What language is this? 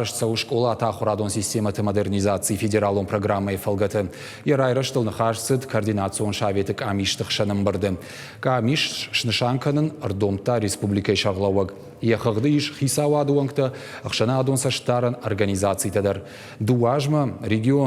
Ossetic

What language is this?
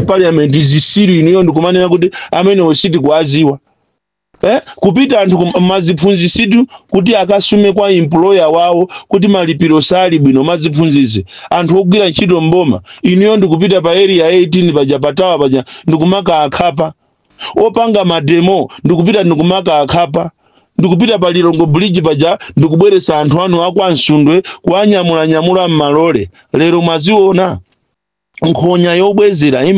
Nyanja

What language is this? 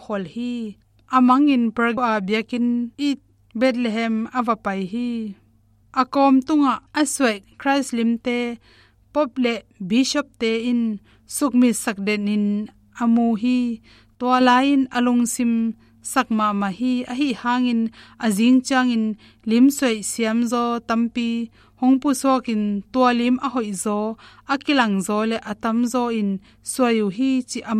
Tedim Chin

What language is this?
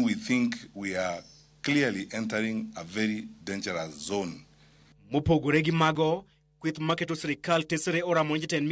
Luo (Kenya and Tanzania)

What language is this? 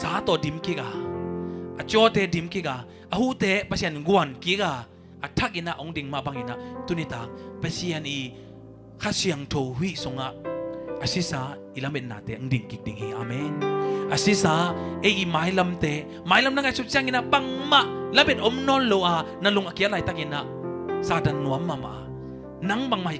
Tedim Chin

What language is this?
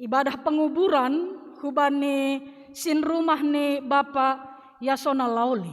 Batak Simalungun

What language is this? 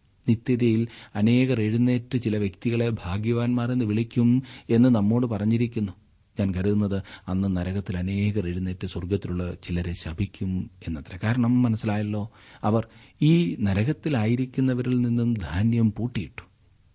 Malayalam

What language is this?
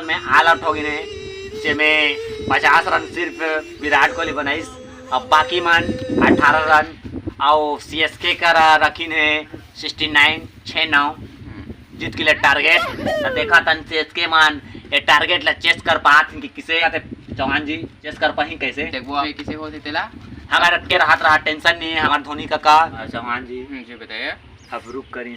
Chhattisgarhi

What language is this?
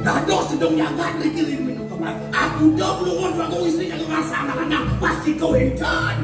Balinese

